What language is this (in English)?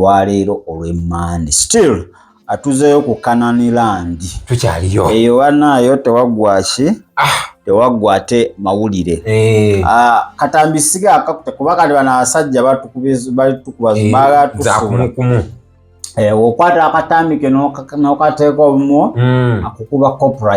Ganda